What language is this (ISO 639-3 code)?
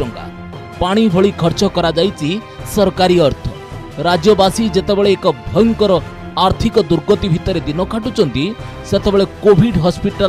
ori